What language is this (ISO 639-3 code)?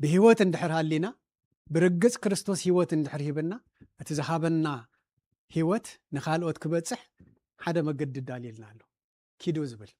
tir